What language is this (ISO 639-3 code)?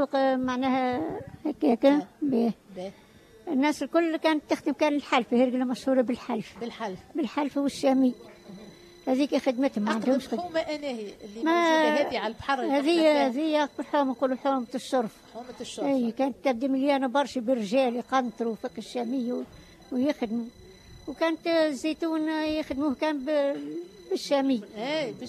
aeb